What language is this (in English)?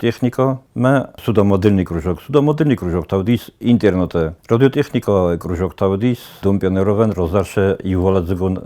Ossetic